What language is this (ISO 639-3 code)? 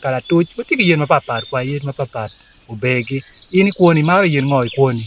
ach